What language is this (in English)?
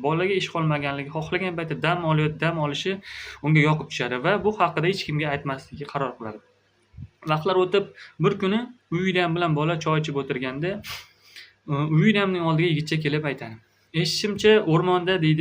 Uzbek